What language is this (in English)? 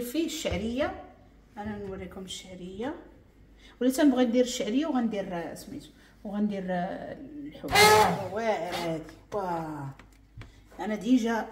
Moroccan Arabic